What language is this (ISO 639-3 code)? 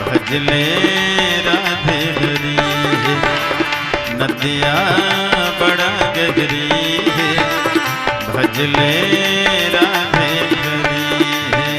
hne